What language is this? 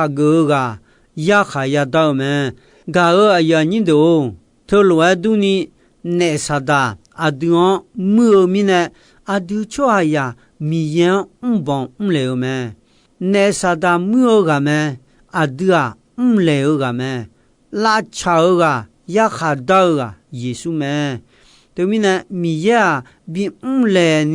Akha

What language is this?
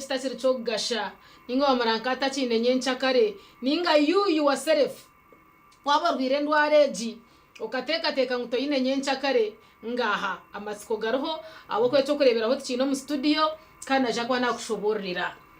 Nyankole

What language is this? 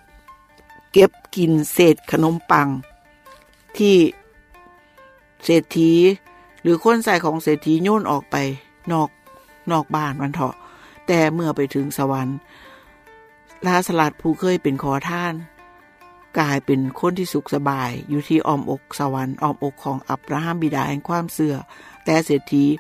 Thai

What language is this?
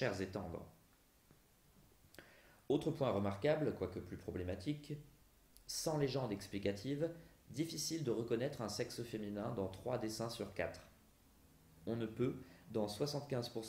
French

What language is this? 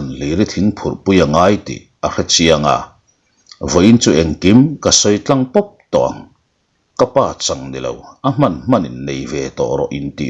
Mizo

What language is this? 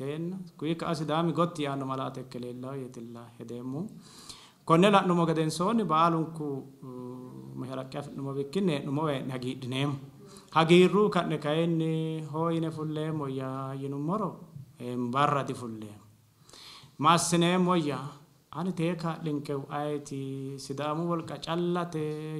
Sidamo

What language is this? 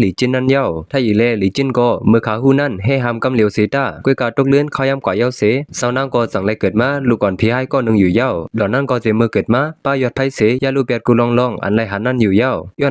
Shan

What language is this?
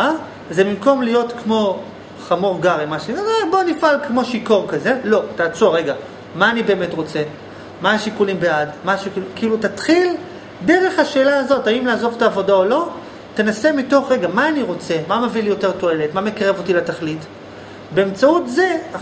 Hebrew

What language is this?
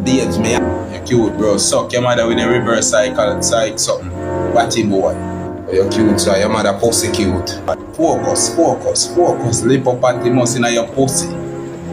Jamaican Creole English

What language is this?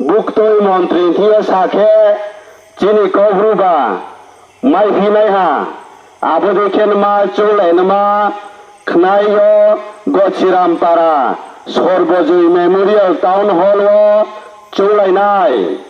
Riang (India)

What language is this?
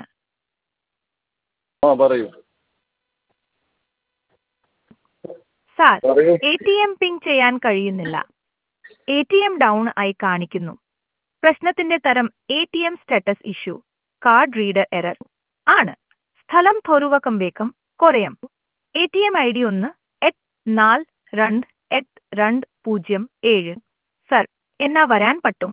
Malayalam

